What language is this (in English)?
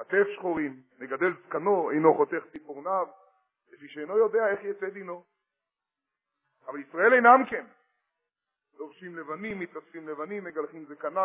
Hebrew